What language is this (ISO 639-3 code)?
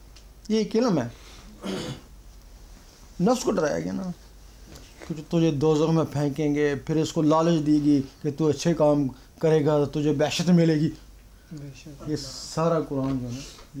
urd